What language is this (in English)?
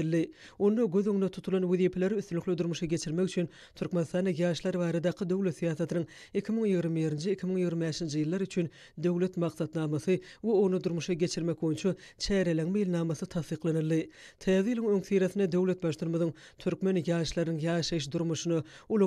Turkmen